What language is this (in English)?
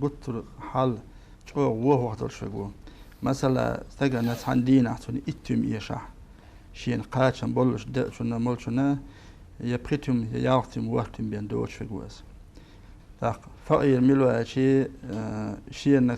Chechen